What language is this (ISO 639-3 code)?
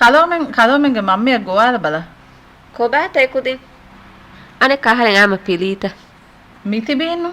div